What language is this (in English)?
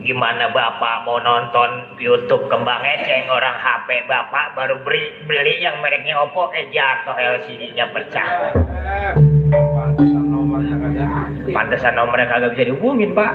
Betawi